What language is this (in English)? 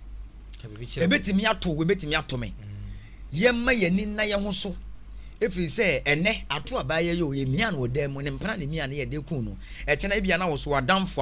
Akan